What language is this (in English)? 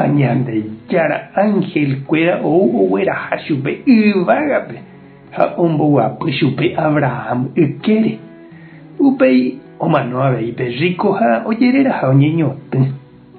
Guarani